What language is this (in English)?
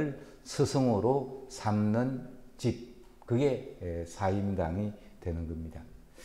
Korean